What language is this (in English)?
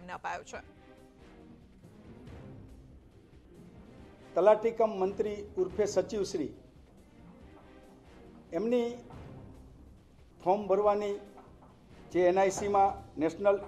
Gujarati